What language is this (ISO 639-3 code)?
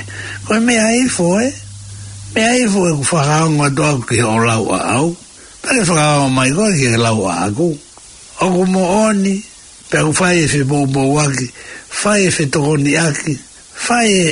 ton